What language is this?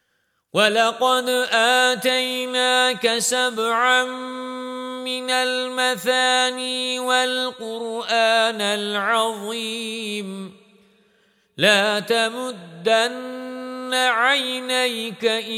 Arabic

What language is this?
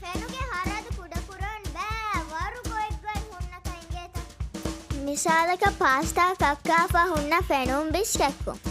Divehi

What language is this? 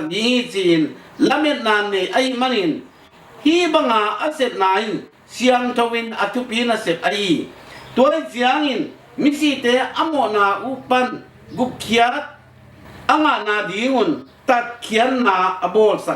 Tedim Chin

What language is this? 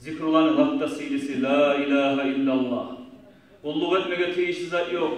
Kumyk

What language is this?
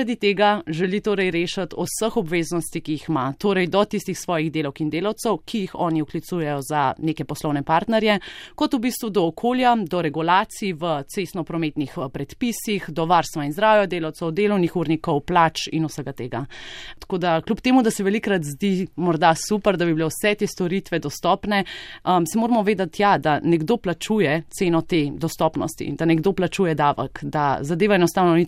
Slovenian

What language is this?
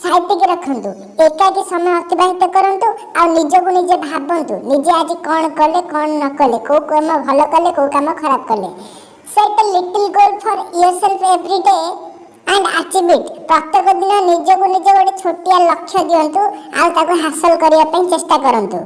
Odia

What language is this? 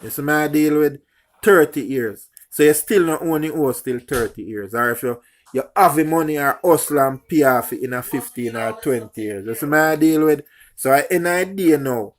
Jamaican Creole English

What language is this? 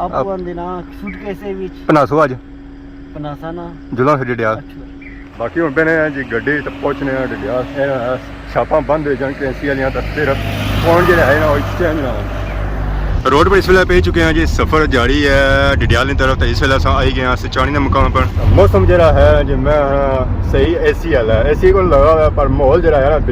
Pahari-Potwari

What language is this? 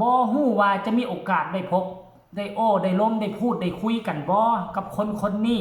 Northeastern Thai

